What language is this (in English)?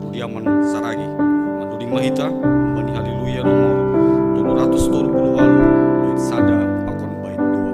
Batak Simalungun